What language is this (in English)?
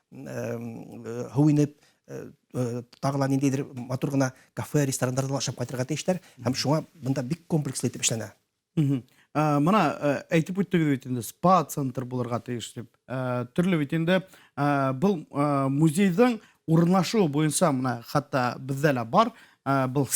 Bashkir